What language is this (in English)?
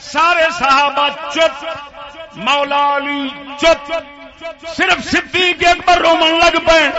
Saraiki